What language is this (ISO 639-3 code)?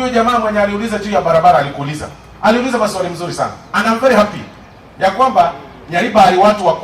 guz